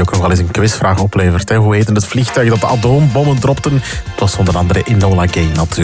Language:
Dutch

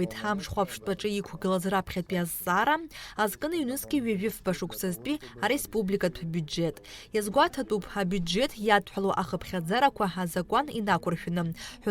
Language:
Abkhazian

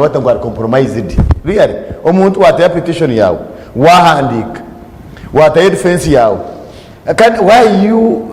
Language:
Nyankole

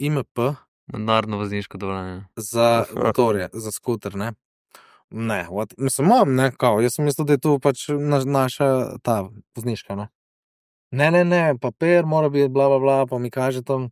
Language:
Slovenian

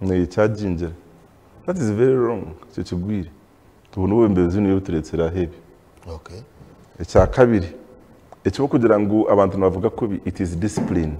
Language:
Nyankole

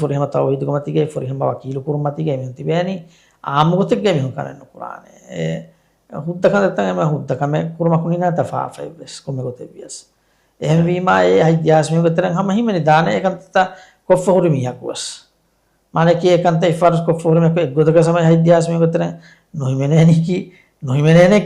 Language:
Divehi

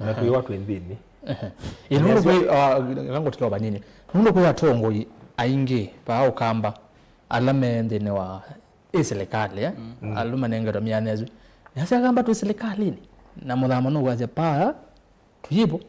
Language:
Kamba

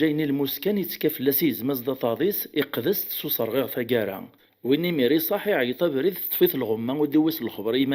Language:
Kabyle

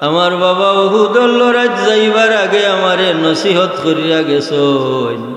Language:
Sylheti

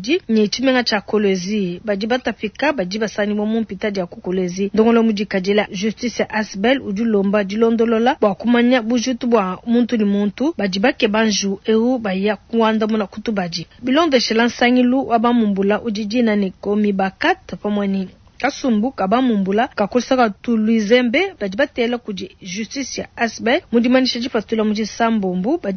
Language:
Luba-Lulua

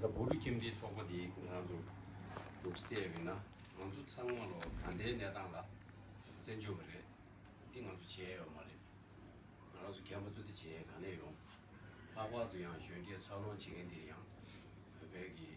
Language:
Tibetan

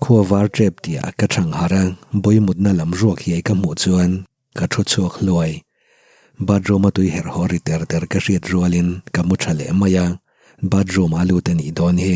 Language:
Mizo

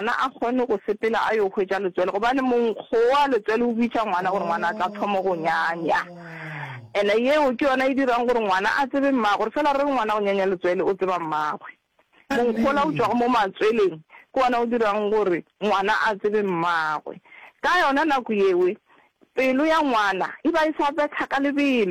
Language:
Northern Sotho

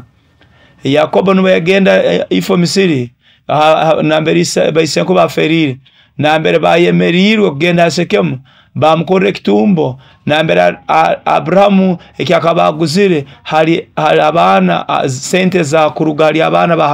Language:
Nyoro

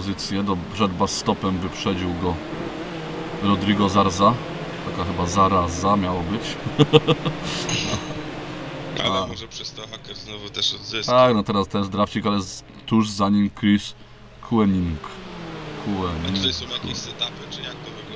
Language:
Polish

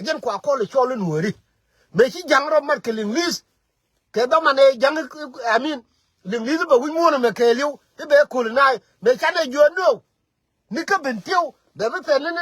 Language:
Nuer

